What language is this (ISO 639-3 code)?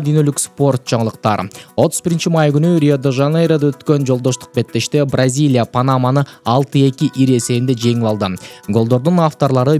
kir